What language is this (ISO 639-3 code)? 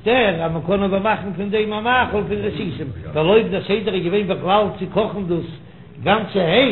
yid